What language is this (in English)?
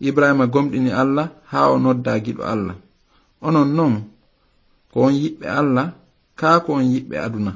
Fula